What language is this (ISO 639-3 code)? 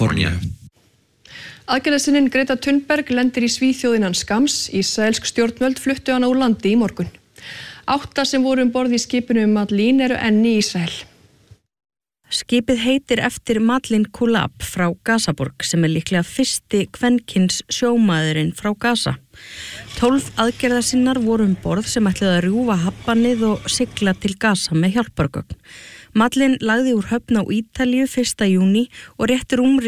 isl